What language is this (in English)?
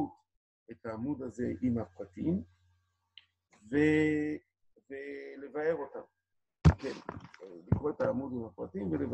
Hebrew